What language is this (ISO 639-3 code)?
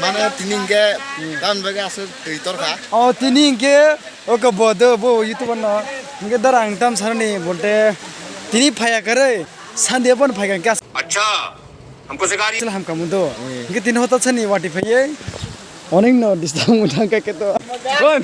trp